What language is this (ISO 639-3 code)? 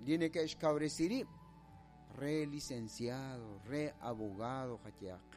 kek